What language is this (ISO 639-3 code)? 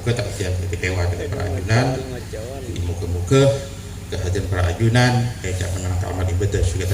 mad